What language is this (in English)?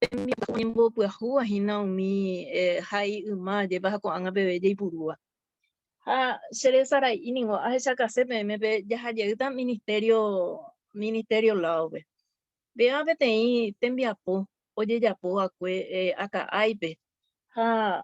Guarani